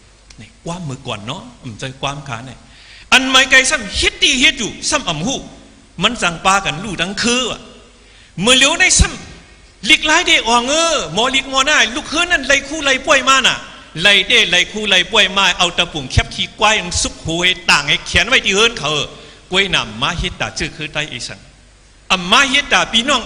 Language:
Shan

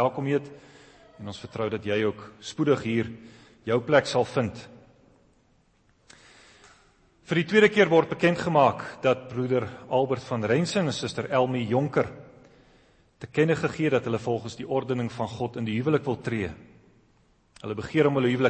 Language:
Afrikaans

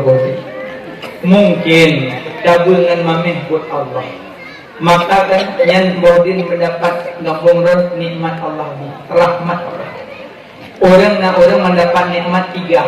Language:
Achinese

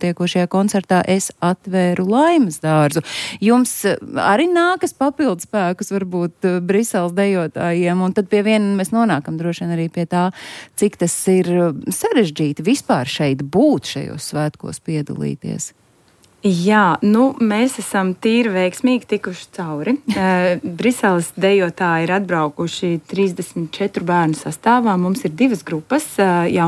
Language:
Latvian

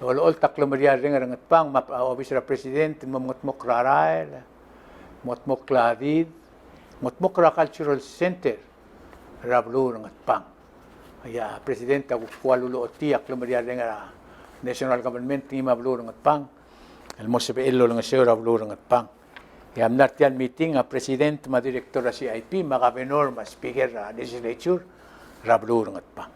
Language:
Palauan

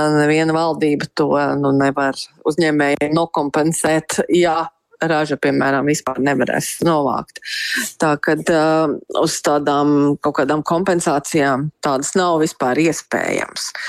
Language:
Latvian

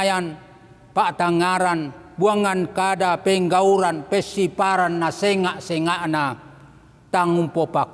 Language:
Toraja-Sa'dan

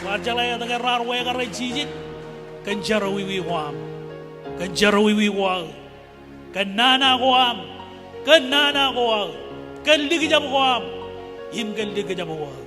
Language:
Marshallese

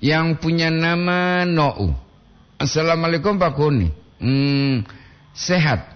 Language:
Gorontalo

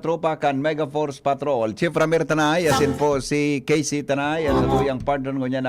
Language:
Bikol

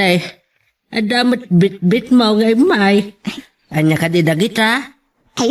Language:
Iloko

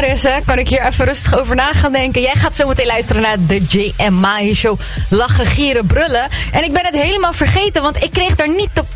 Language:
Dutch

